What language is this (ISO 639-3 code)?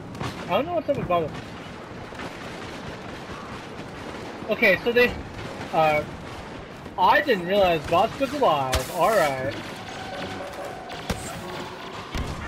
eng